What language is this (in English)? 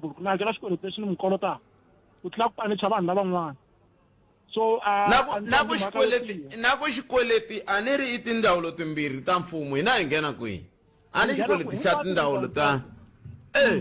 Tsonga